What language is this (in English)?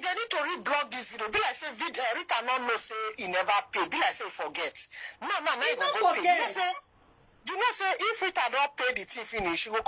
Nigerian Pidgin